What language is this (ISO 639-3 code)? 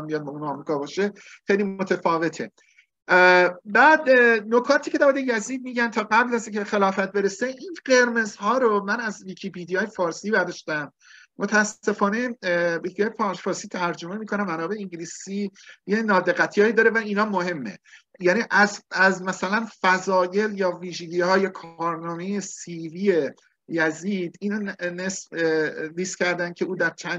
fas